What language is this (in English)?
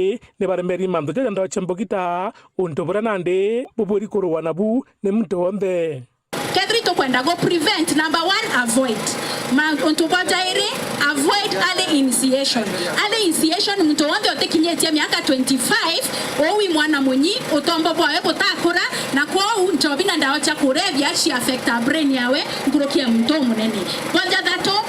Meru